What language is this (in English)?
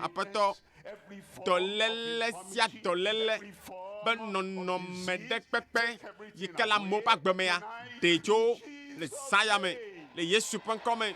Ewe